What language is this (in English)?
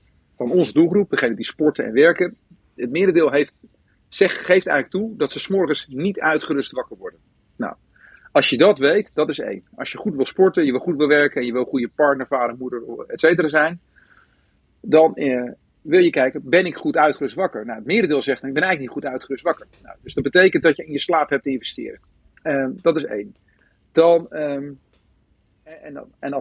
Dutch